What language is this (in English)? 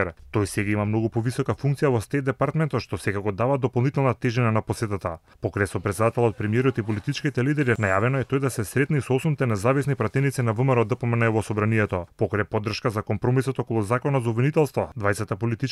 Macedonian